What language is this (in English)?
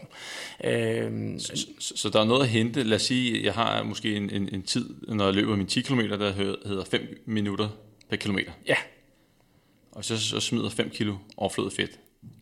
Danish